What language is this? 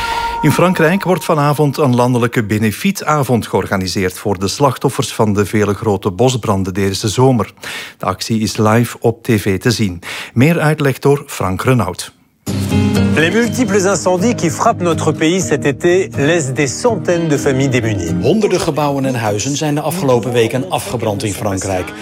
Dutch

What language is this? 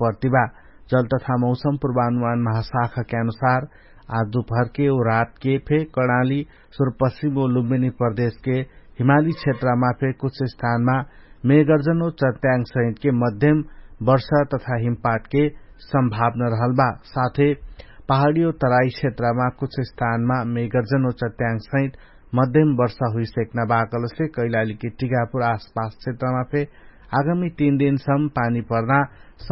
Dangaura Tharu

